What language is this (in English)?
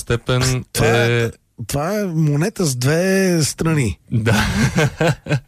Bulgarian